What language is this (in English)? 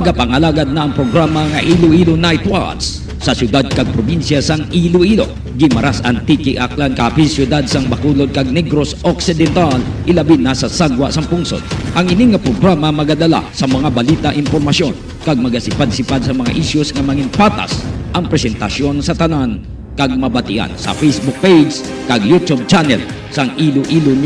Hiligaynon